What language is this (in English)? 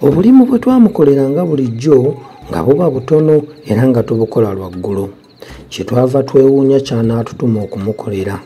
Ganda